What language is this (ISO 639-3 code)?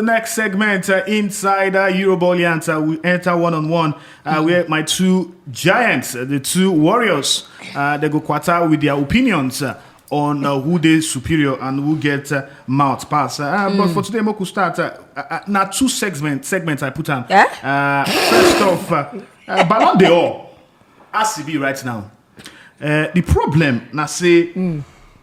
pcm